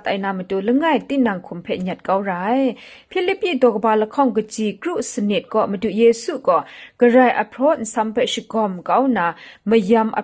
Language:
Kachin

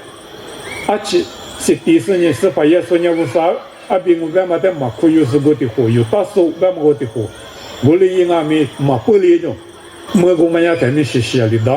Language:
Lisu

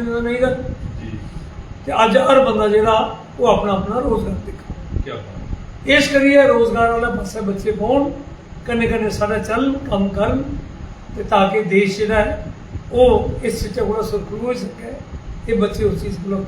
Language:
Dogri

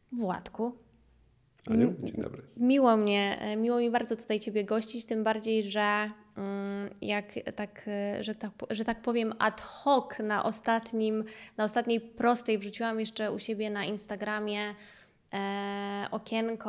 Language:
Polish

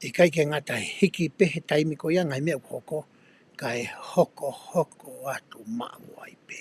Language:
Tongan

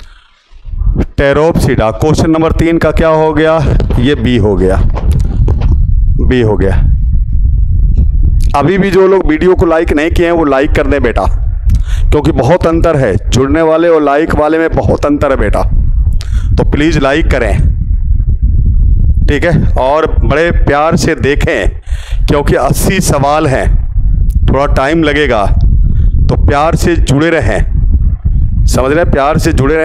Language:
Hindi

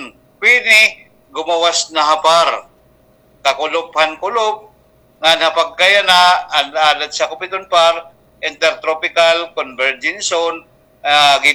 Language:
Waray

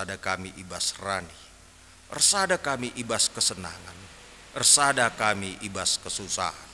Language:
Batak Karo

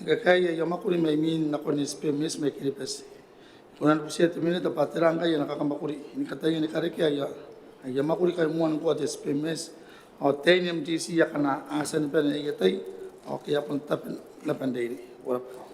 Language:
Gilbertese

